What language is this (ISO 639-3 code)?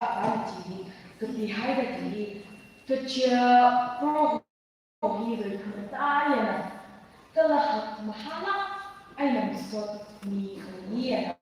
nmf